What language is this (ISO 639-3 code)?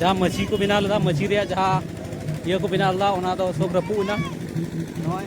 sat